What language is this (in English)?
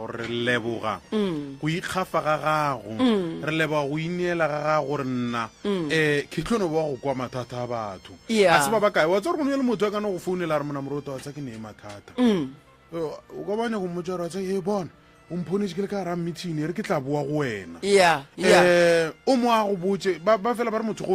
Northern Sotho